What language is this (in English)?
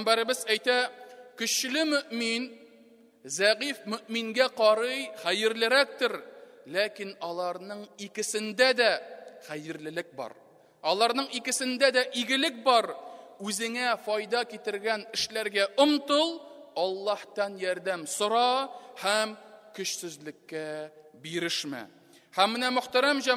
Tatar